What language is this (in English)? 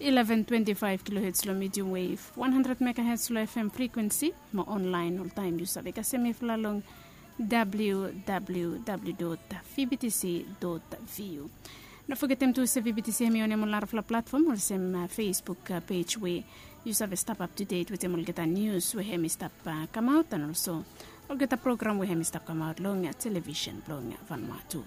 Bislama